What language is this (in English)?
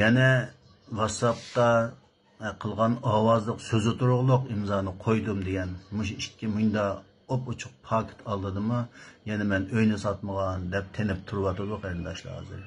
Uyghur